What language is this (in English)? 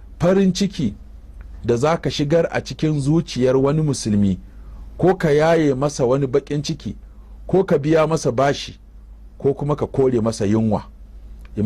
Hausa